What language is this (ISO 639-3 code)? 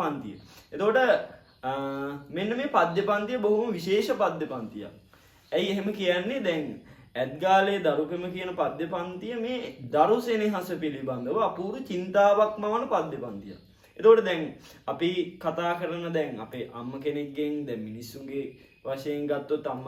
sin